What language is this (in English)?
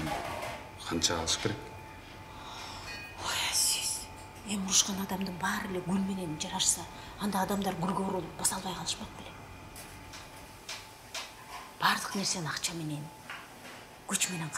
Kyrgyz